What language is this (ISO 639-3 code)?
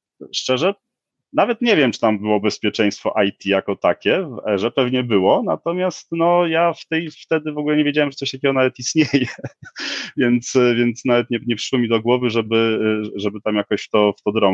pol